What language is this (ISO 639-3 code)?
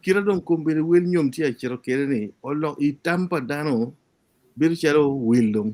ach